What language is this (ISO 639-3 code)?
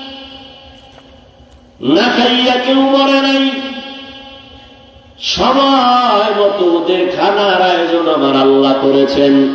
ben